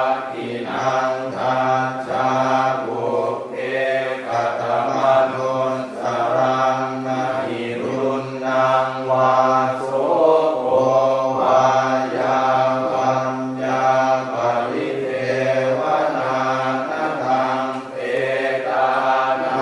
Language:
Pali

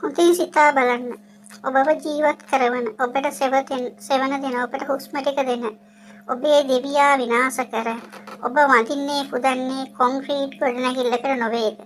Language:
Sinhala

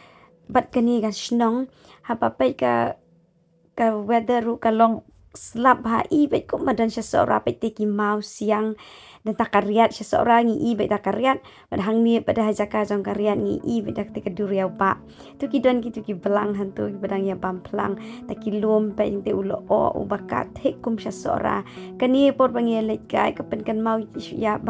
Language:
Khasi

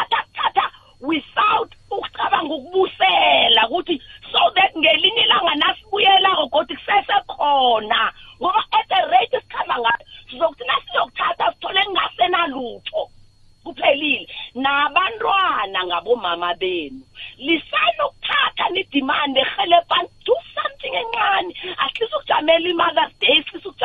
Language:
South Ndebele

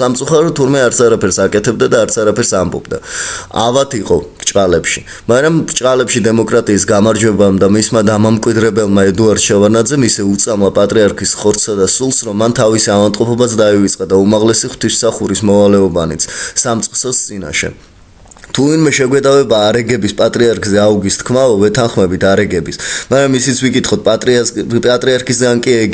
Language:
Georgian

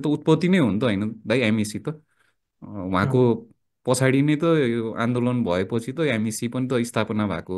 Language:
Nepali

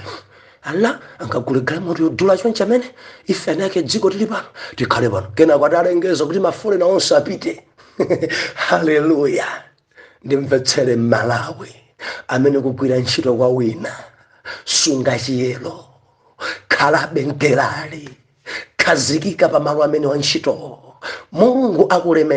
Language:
Nyanja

